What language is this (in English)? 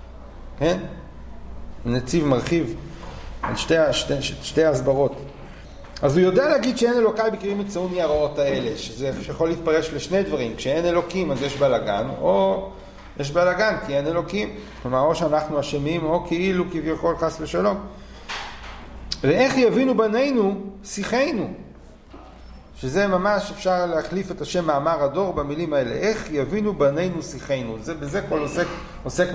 Hebrew